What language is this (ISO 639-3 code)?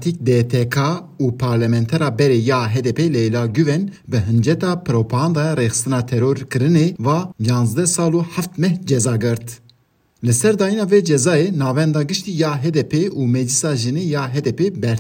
kur